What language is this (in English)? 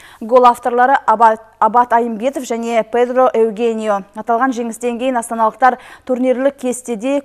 Kazakh